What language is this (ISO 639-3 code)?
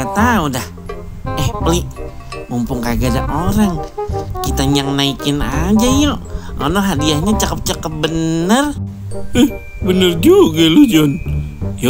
bew